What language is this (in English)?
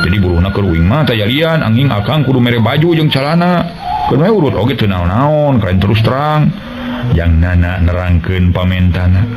Sundanese